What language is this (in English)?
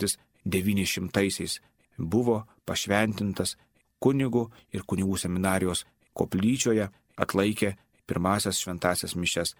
Lithuanian